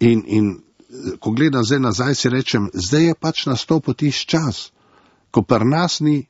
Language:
Slovenian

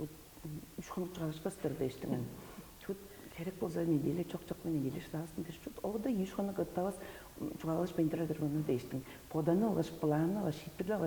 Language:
Tuvinian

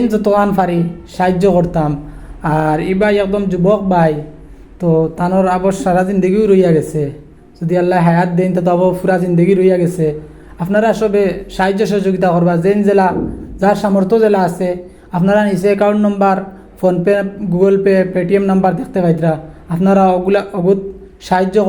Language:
Sylheti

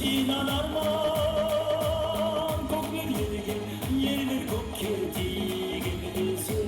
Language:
Kumyk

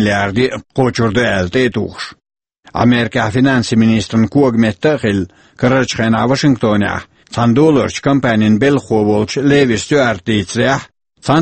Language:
Chechen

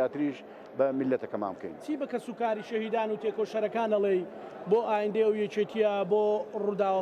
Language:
Central Kurdish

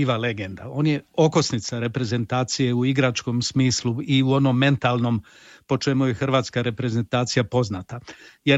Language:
Croatian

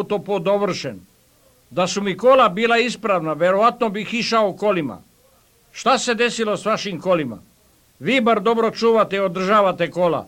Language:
Serbian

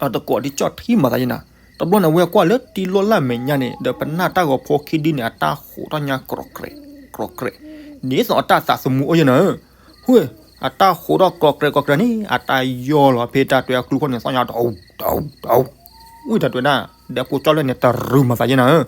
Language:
S'gaw Karen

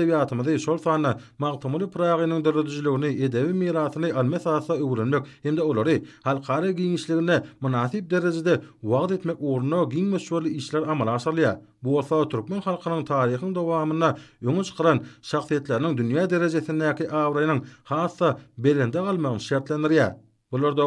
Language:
Turkmen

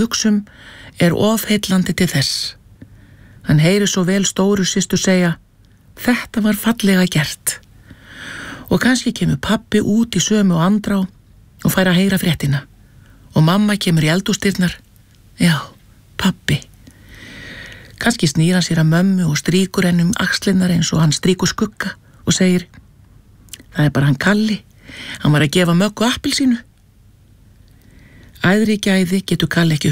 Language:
Icelandic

